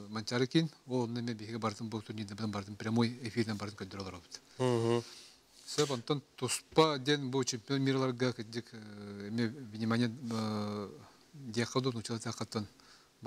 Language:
Yakut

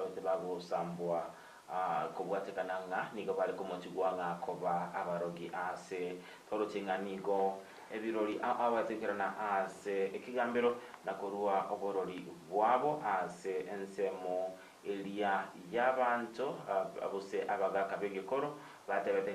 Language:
Gusii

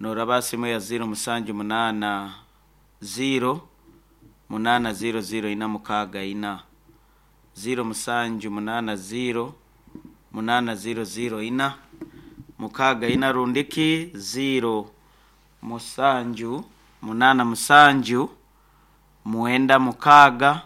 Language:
Nyankole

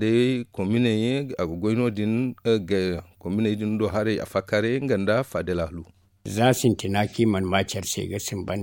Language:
Zarma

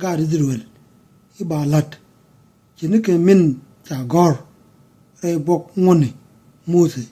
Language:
Nuer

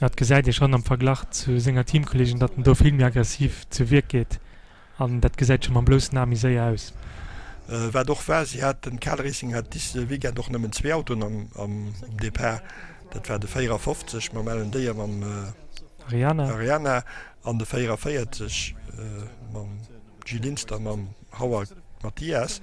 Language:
Luxembourgish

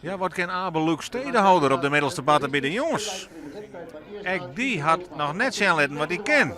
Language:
Western Frisian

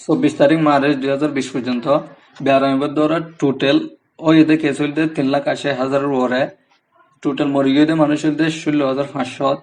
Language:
Rohingya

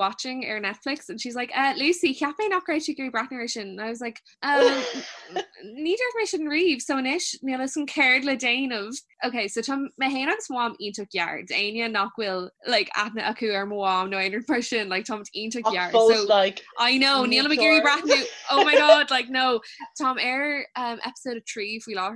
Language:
Irish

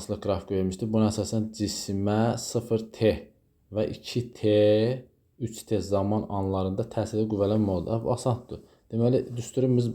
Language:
Azerbaijani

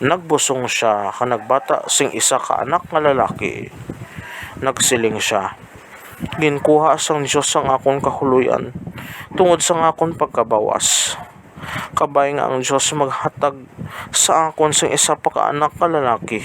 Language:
Hiligaynon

